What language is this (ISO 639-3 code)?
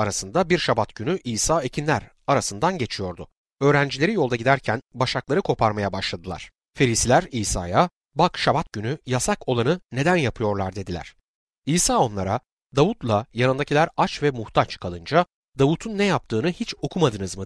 tur